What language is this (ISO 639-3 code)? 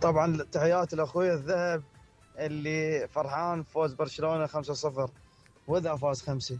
acm